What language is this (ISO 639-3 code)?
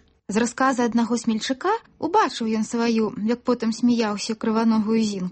bel